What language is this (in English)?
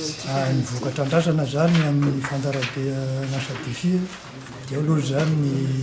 Malagasy